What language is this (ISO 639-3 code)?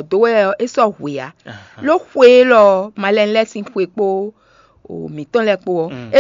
fon